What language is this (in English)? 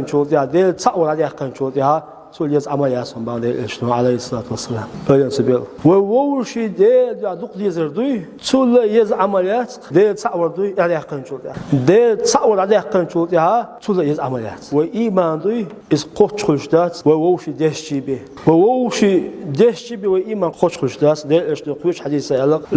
Chechen